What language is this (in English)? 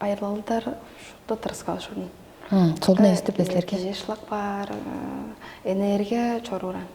Tuvinian